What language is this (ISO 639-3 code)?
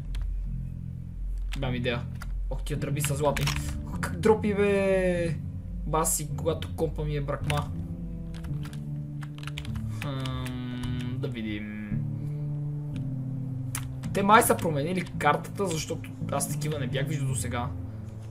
bul